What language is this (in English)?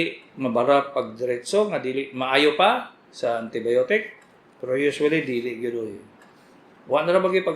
Cebuano